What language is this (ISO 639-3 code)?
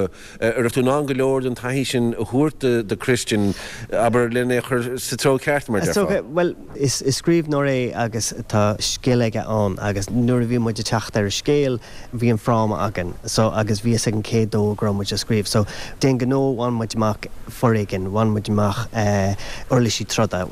gle